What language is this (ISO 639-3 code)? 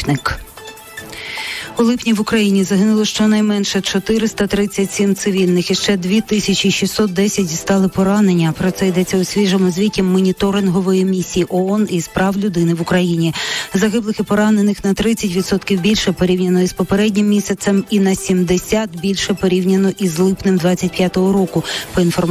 ukr